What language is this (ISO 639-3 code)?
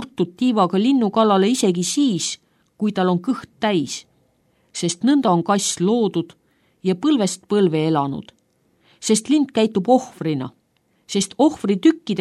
est